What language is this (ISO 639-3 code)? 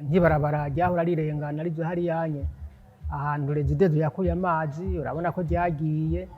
run